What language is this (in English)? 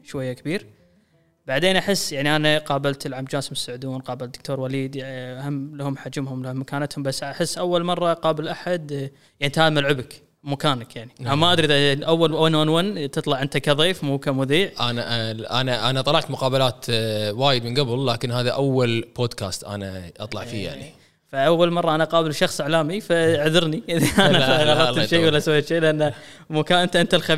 Gulf Arabic